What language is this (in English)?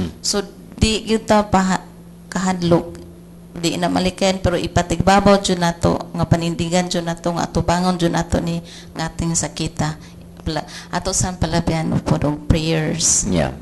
Cebuano